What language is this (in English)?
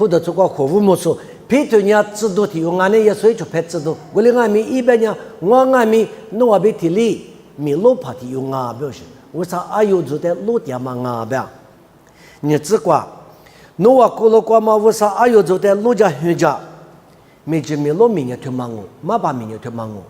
Lisu